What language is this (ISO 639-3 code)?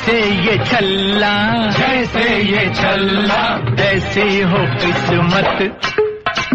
pan